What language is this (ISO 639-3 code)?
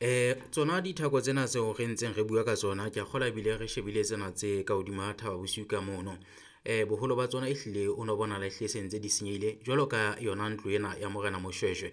sot